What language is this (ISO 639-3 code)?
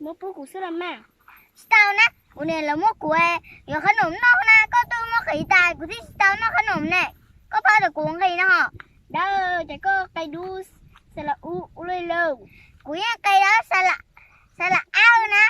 hmn